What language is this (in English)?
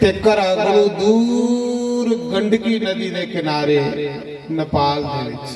Dogri